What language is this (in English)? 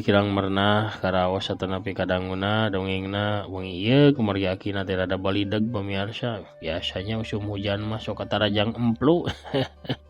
Sundanese